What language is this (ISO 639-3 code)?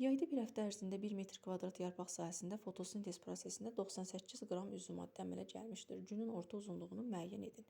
aze